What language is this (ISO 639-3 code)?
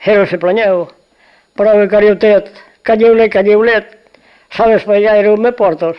oci